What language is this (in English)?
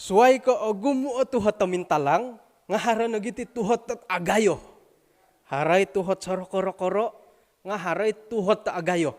Central Dusun